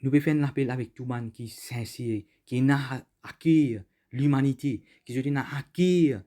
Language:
Morisyen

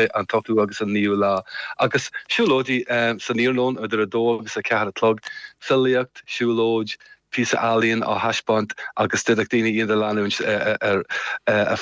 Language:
Irish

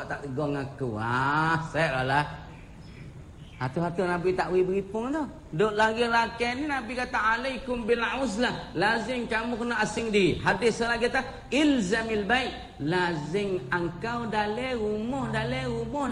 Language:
Malay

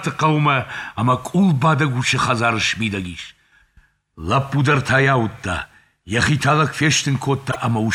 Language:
Ossetic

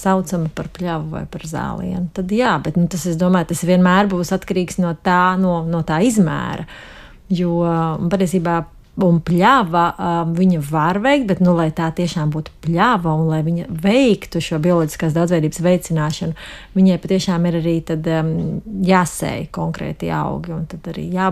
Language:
Latvian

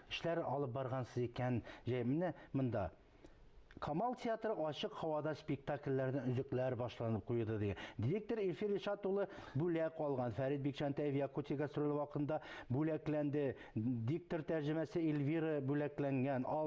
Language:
Tatar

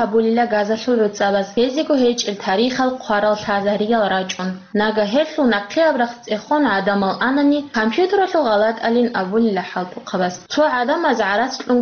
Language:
Avaric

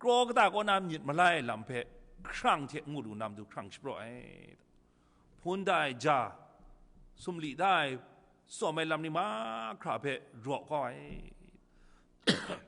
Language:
Kachin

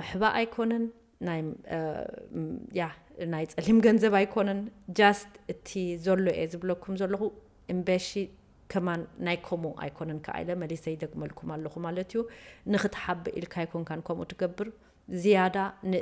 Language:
Tigrinya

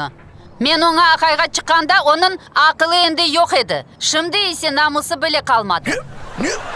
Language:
Crimean Tatar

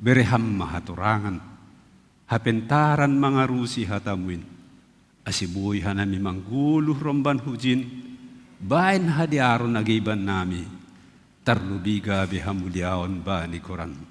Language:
Batak Simalungun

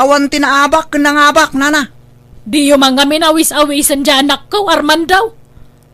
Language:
Iloko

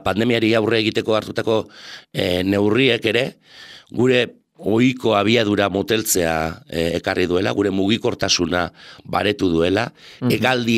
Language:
Basque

